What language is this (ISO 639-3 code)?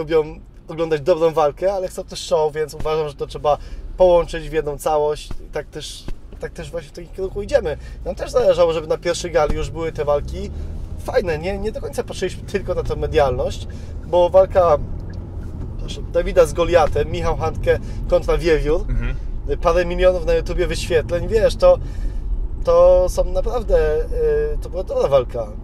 pol